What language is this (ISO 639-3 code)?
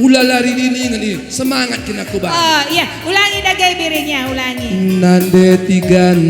btx